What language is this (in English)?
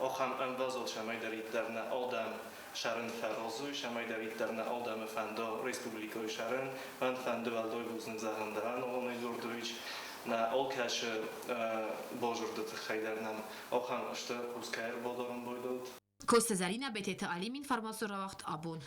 Ossetic